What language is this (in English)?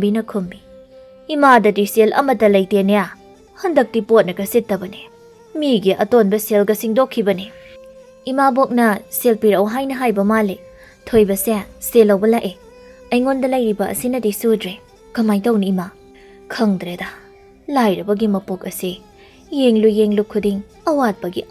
Manipuri